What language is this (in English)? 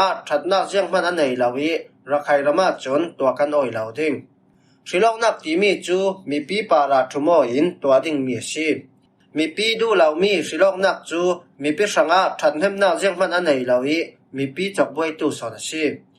Falam Chin